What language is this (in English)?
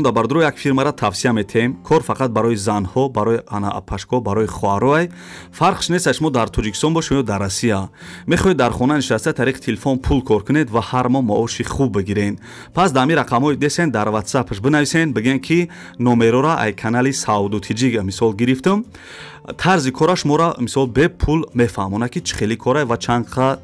Tajik